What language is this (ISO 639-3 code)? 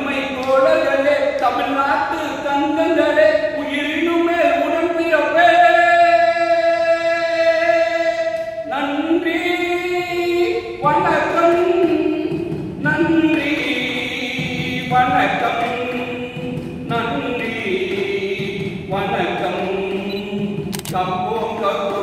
tam